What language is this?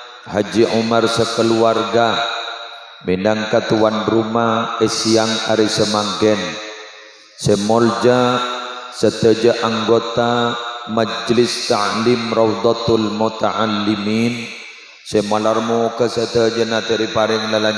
Madurese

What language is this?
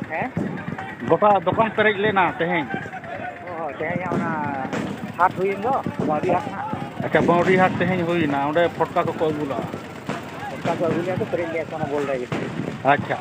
Santali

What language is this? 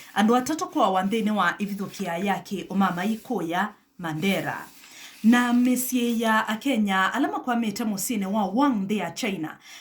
Kamba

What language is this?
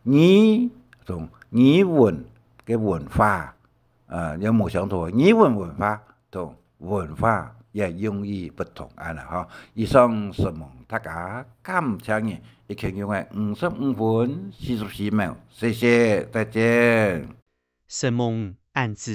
Hakka Chinese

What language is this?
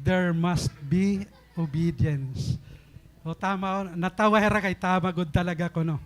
Waray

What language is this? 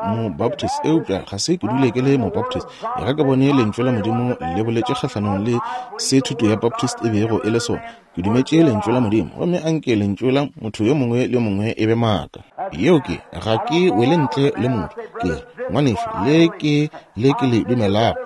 Northern Sotho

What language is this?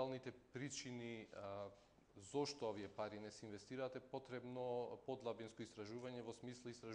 Macedonian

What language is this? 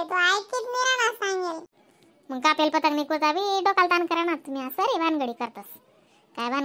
Khandesi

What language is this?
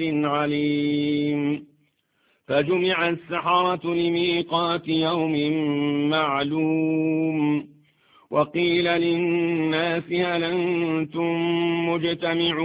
Arabic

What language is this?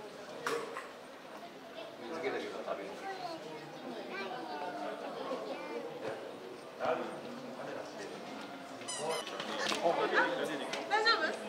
Japanese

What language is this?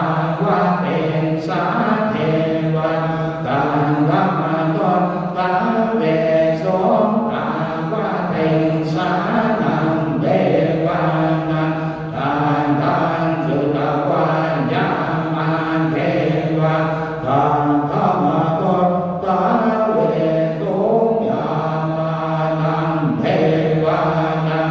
Pali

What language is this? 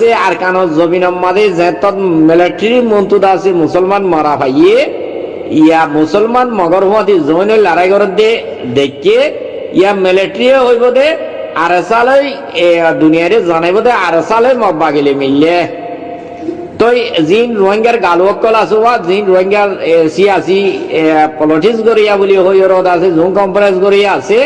Rohingya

